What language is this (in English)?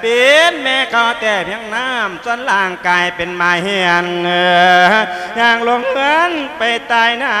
Lao